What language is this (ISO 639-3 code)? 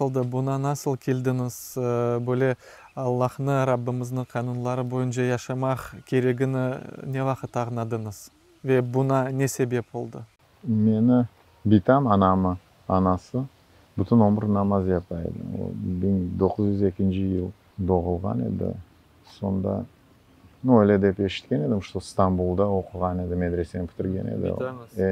crh